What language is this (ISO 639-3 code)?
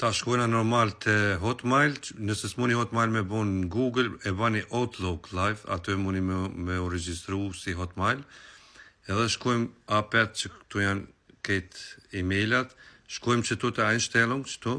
sqi